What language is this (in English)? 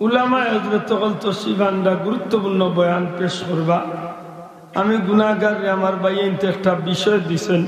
Sylheti